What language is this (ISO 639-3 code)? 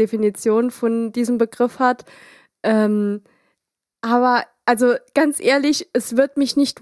deu